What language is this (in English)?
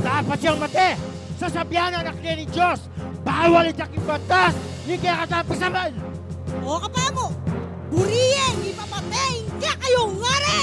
Pampanga